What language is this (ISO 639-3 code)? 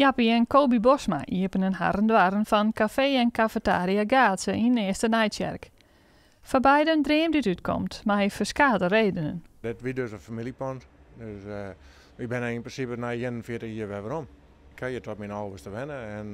fry